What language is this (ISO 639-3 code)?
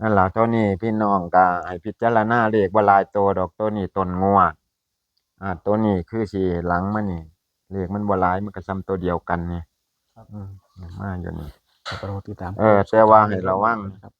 tts